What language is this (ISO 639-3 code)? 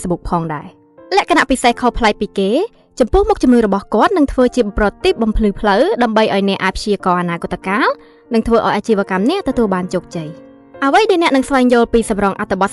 khm